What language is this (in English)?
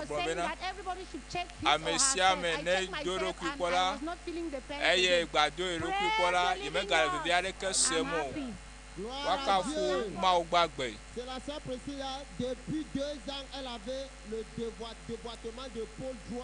Ewe